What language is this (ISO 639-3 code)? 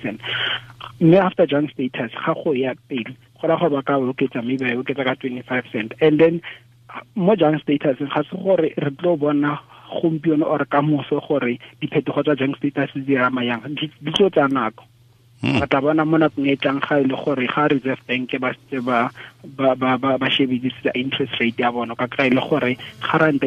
tsn